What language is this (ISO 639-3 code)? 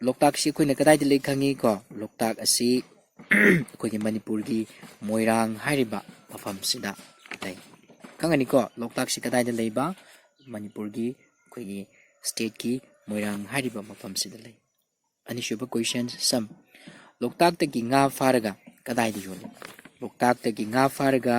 mni